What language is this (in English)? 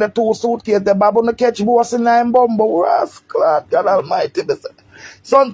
Jamaican Creole English